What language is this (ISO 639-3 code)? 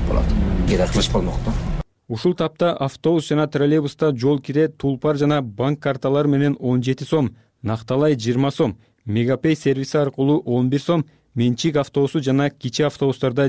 kir